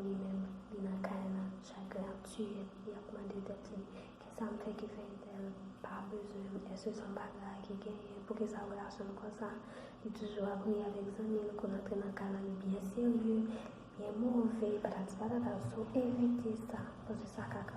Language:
Haitian Creole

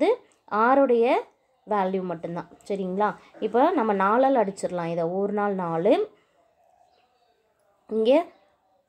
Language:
Tamil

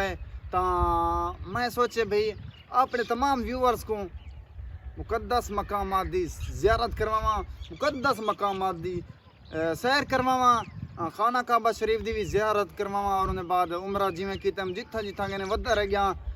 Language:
Saraiki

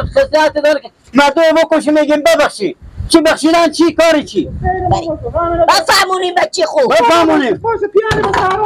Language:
Persian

